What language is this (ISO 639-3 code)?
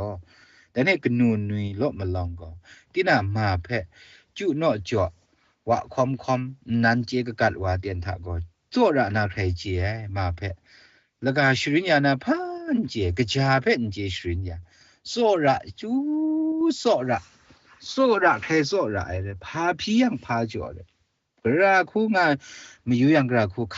kac